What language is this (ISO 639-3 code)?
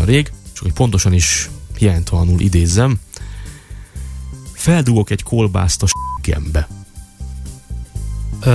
hun